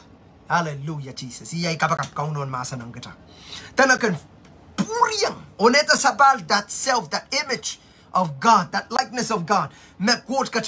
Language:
Pohnpeian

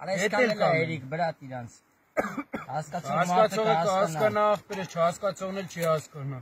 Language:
Armenian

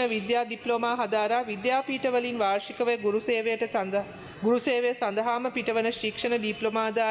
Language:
Sinhala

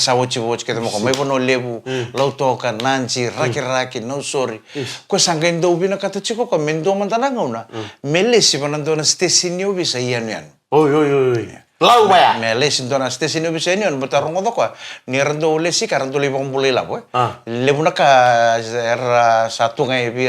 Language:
Fijian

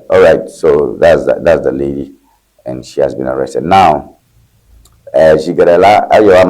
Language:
Ewe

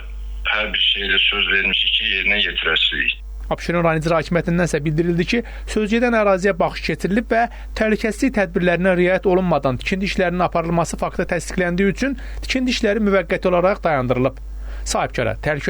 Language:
Azerbaijani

